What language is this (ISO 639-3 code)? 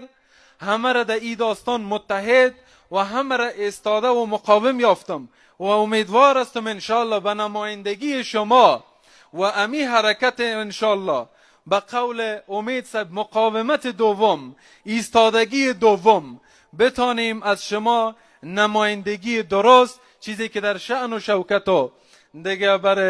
fas